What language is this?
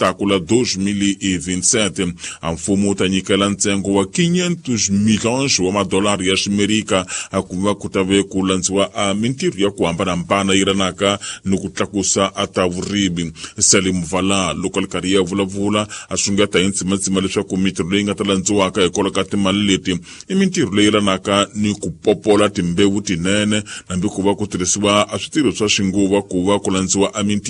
Tsonga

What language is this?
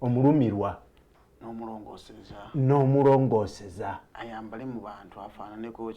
Ganda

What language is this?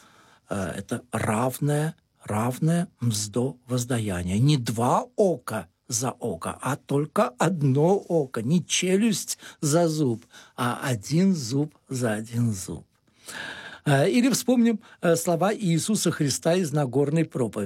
Russian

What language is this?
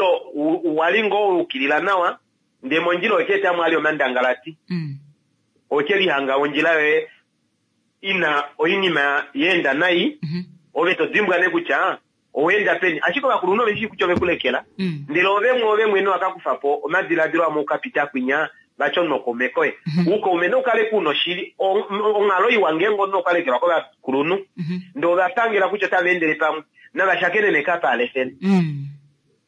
Kuanyama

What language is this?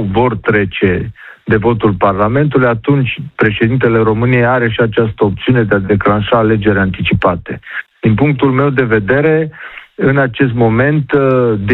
Romanian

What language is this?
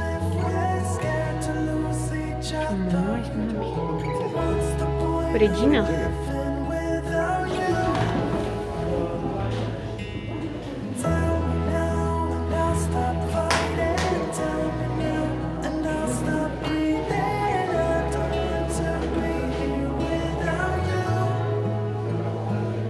Romanian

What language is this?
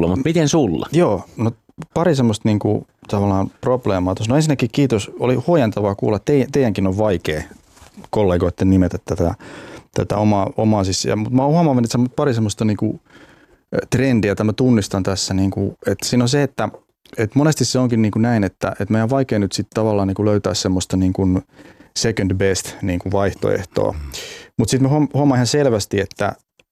Finnish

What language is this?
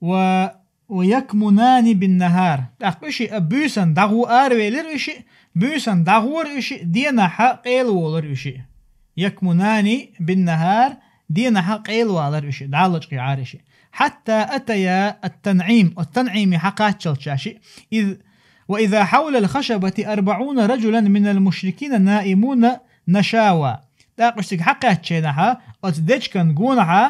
Chechen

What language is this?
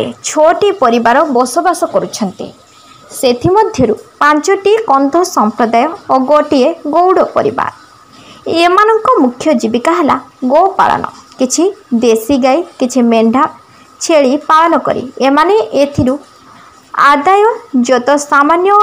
Odia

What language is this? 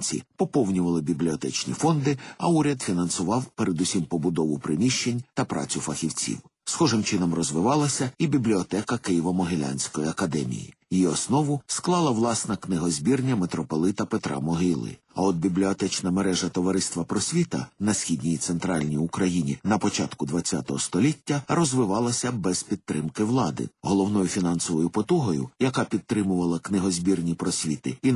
Ukrainian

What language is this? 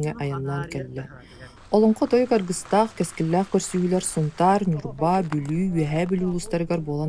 Yakut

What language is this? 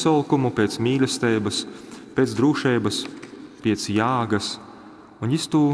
Latgalian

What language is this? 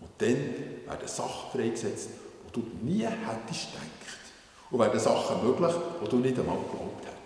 Swiss German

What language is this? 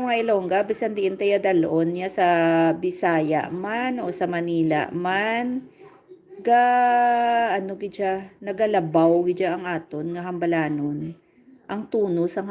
Hiligaynon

